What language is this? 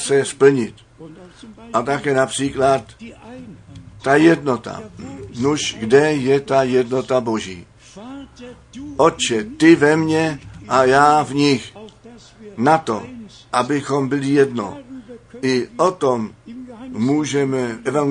Czech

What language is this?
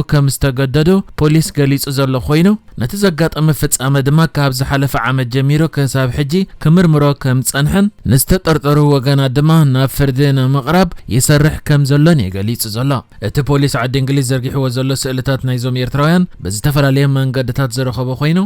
Tigrinya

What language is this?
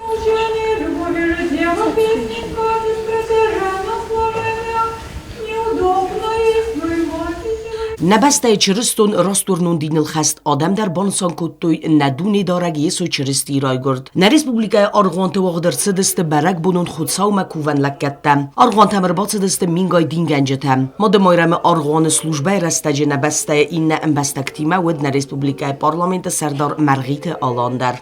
Ossetic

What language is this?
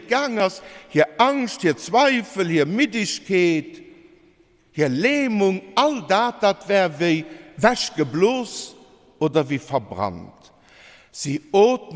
Luxembourgish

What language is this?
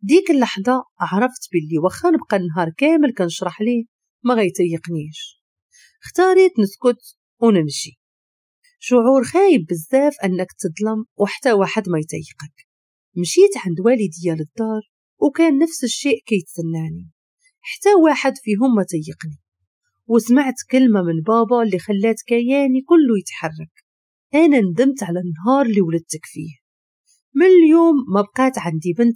Moroccan Arabic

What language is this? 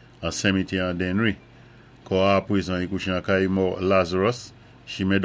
Saint Lucian Creole French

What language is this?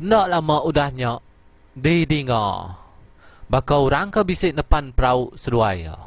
Iban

